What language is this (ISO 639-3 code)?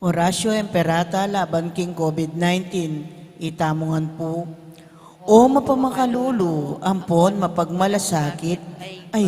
pam